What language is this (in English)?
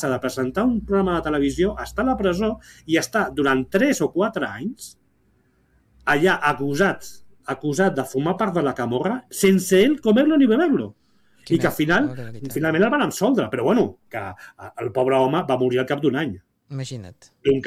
Catalan